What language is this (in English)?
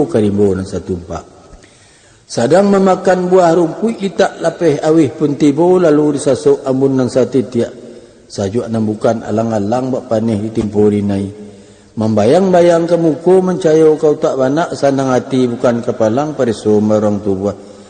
Minangkabau